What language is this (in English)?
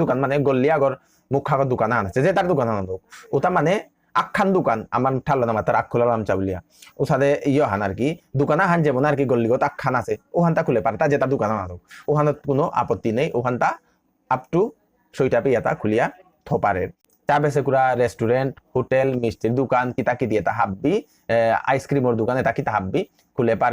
Bishnupriya